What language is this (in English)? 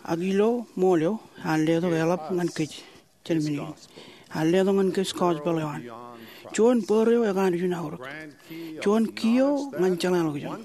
Marshallese